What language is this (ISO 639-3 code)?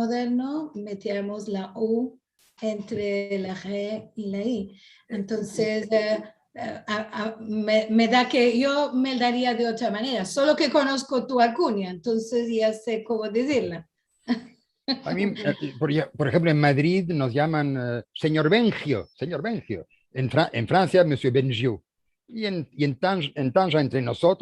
lad